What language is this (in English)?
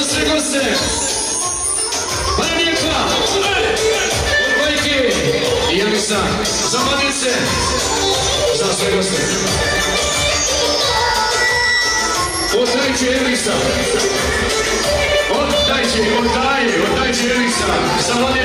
Croatian